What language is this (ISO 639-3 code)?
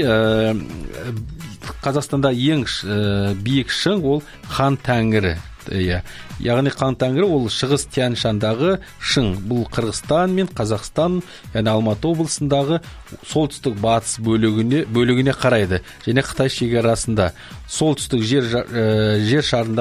kaz